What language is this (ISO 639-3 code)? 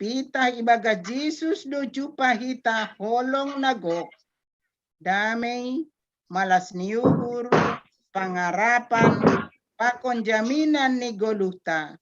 bts